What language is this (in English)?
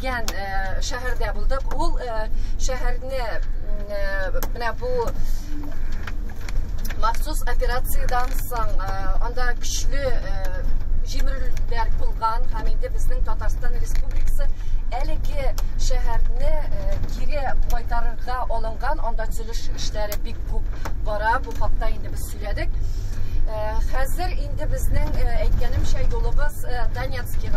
Tatar